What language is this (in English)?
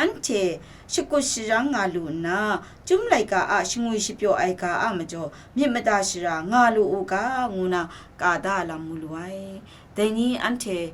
Kachin